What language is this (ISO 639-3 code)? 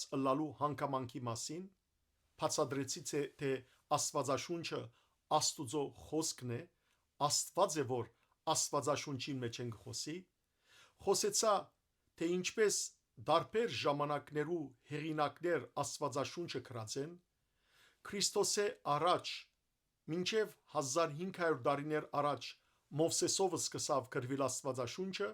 hyw